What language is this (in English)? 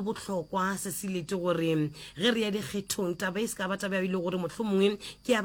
Northern Sotho